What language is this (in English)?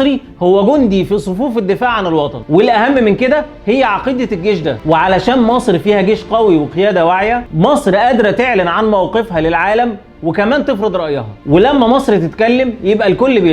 Egyptian Arabic